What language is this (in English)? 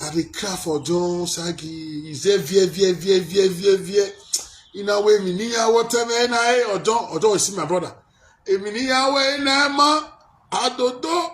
Nigerian Pidgin